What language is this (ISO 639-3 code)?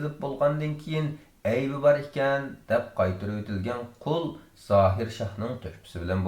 uig